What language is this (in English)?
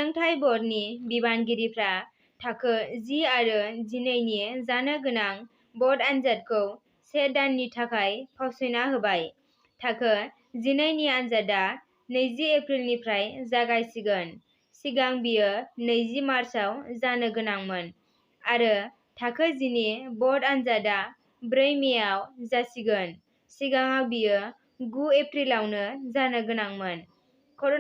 Bodo